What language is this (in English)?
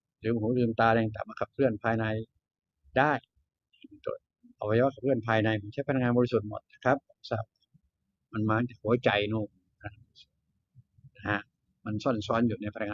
Thai